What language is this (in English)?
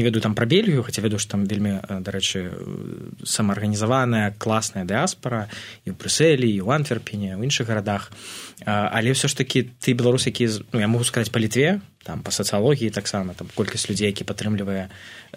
Belarusian